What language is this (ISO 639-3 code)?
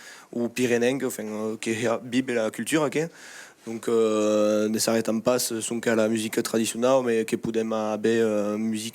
oci